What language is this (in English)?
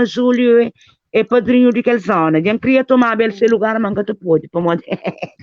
Kabuverdianu